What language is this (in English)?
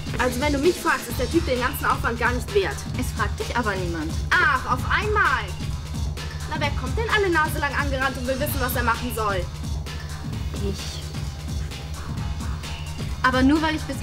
German